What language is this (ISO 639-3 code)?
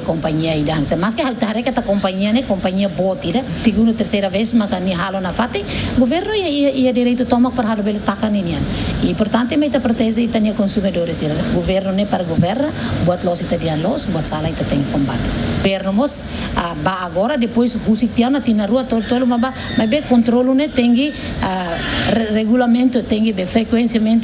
tet